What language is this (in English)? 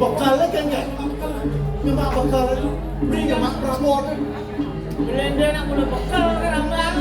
Balinese